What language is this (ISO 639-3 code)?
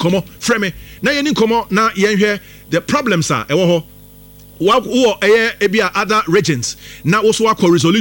aka